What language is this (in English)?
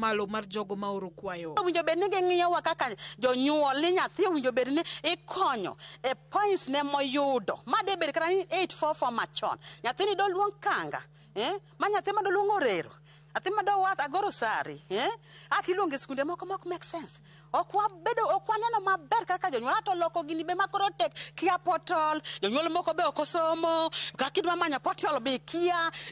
Luo (Kenya and Tanzania)